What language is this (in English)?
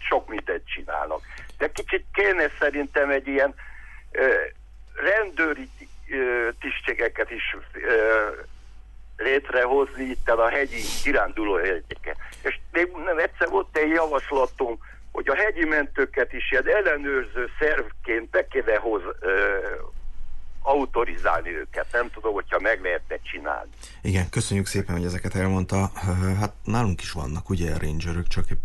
Hungarian